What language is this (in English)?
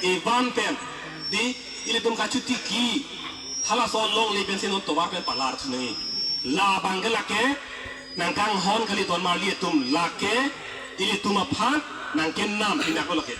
Karbi